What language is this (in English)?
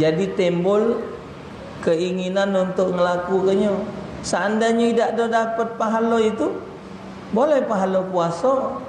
Musi